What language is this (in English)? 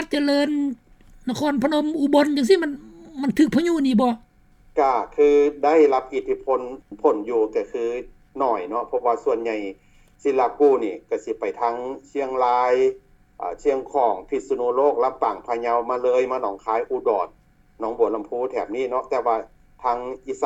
Lao